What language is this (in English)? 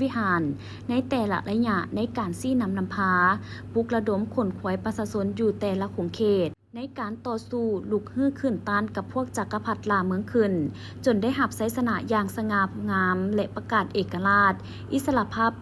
Lao